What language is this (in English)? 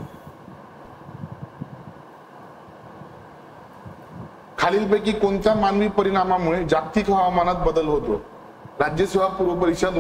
Marathi